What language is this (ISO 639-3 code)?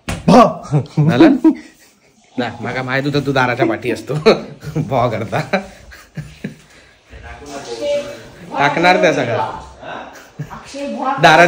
mar